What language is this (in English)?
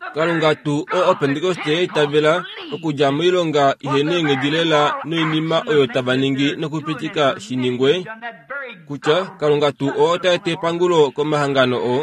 Kuanyama